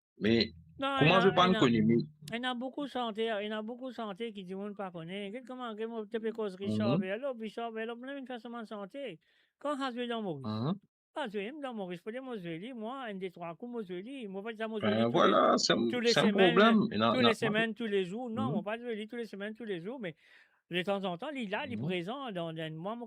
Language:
Morisyen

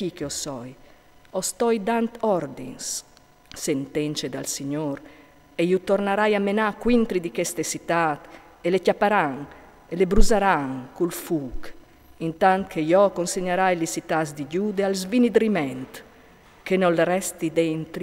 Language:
Friulian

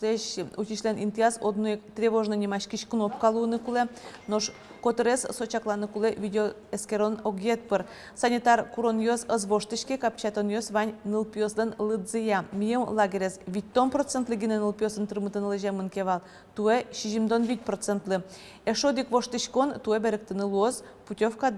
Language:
Udmurt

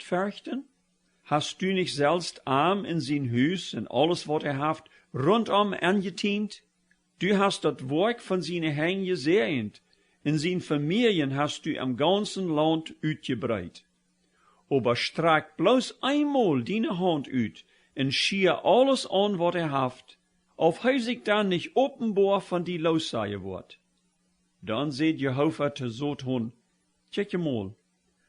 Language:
Plautdietsch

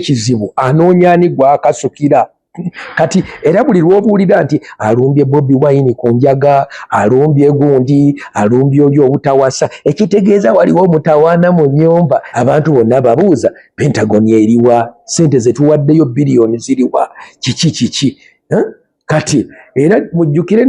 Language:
Ganda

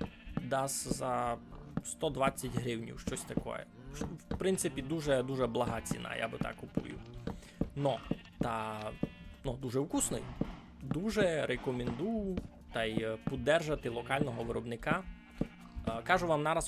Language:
Rusyn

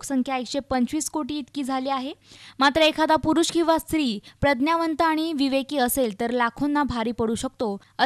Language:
Marathi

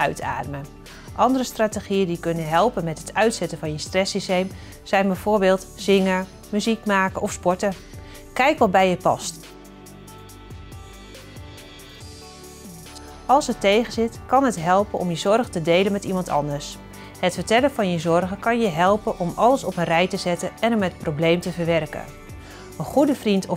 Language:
Dutch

